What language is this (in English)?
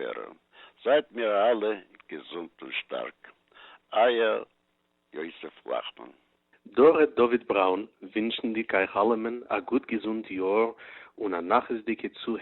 Yiddish